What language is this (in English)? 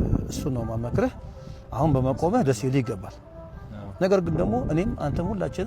Amharic